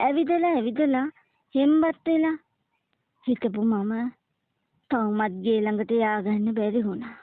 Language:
Sinhala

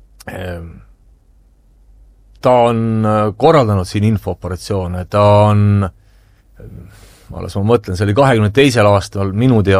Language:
Estonian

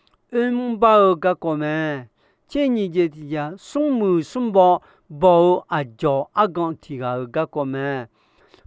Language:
Akha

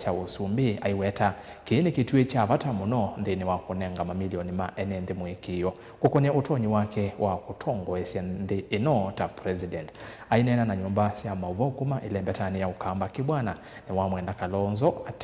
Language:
Kamba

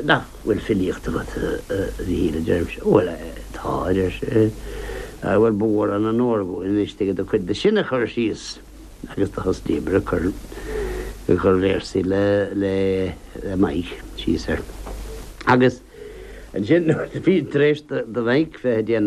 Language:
Irish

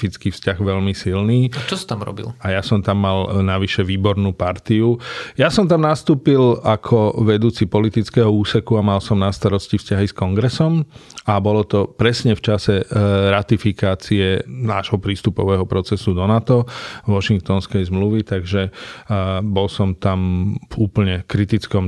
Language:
Slovak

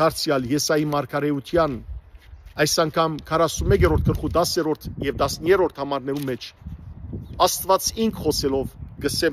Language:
Western Armenian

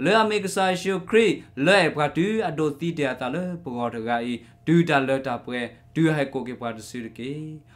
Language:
S'gaw Karen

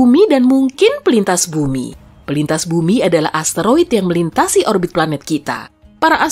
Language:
Indonesian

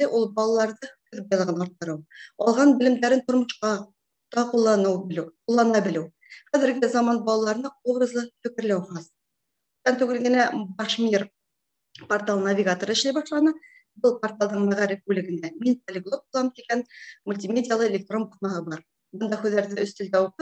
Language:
Bashkir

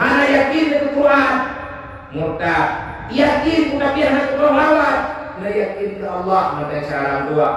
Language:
Achinese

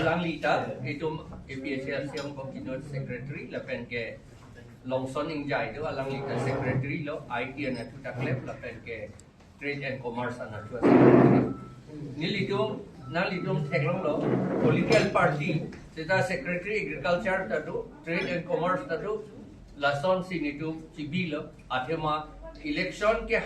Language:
Karbi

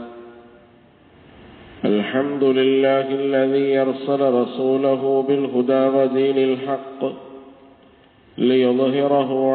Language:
Malayalam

